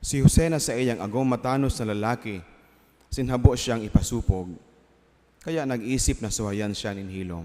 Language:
Bikol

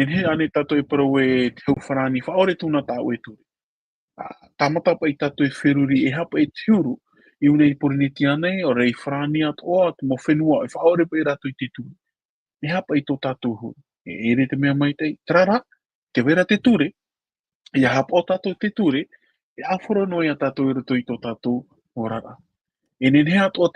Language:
Tahitian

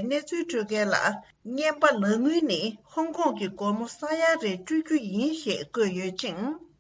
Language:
Tibetan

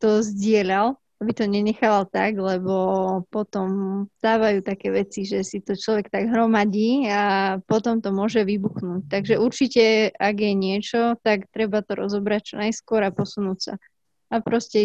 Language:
Slovak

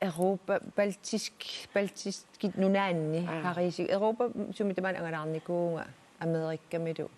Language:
Kalaallisut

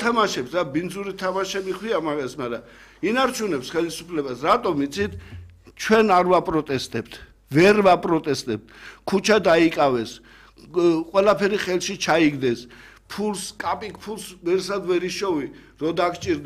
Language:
Georgian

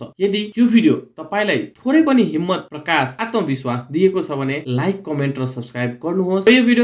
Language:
Nepali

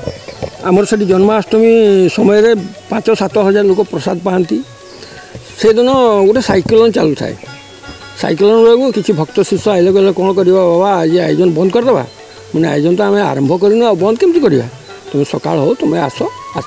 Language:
Odia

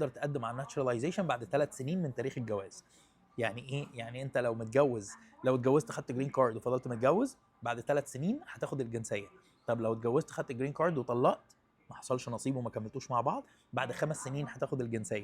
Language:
Egyptian Arabic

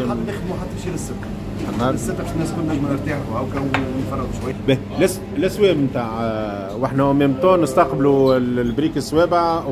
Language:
Tunisian Arabic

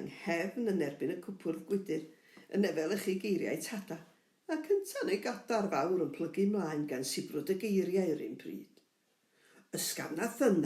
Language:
Welsh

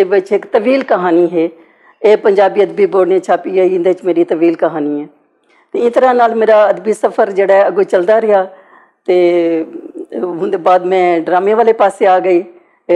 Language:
Western Panjabi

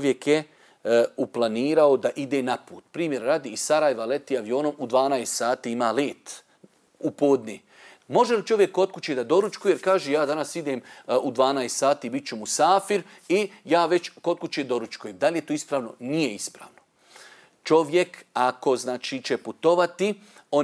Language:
Bosnian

